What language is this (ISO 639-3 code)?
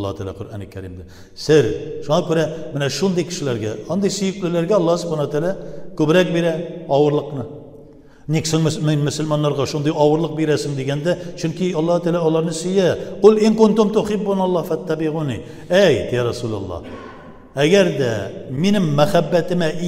tat